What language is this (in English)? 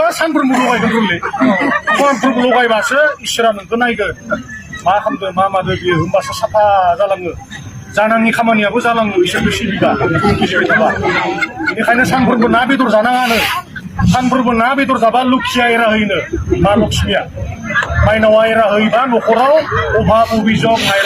Bodo